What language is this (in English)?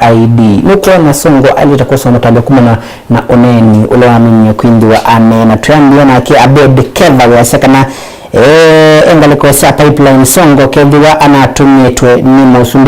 Kamba